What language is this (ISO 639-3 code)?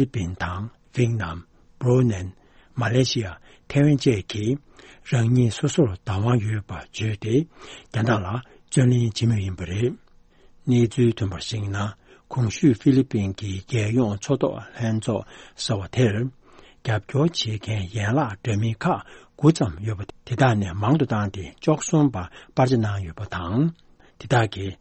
bod